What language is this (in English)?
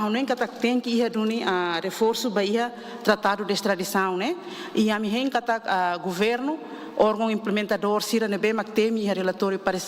Tetum